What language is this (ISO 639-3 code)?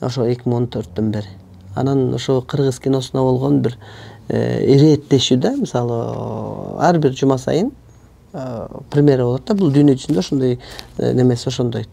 kir